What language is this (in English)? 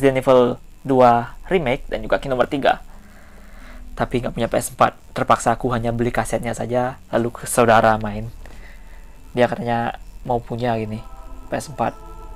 Indonesian